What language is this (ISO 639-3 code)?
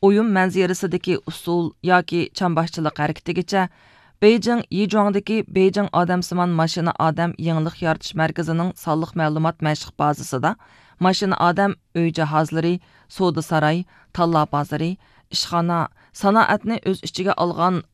uig